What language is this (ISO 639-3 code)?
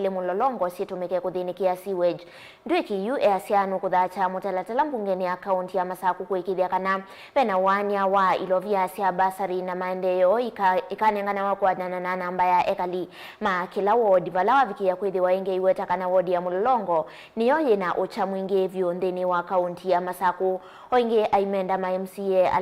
kam